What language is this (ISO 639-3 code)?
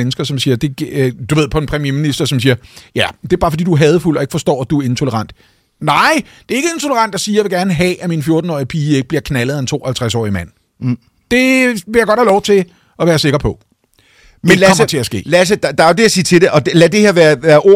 dan